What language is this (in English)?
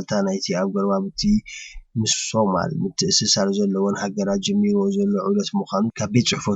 Tigrinya